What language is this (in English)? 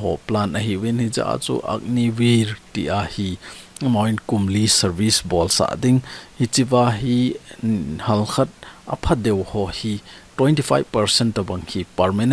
Thado Chin